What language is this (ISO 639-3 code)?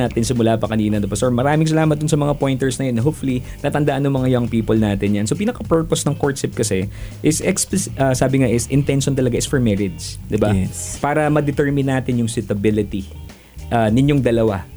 fil